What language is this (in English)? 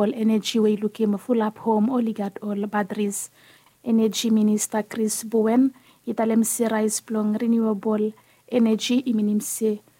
Bislama